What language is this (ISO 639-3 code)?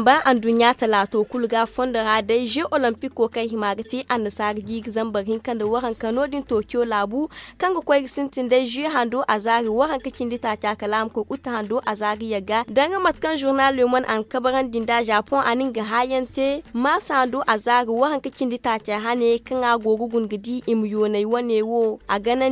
dje